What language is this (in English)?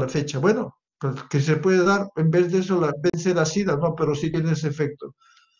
Spanish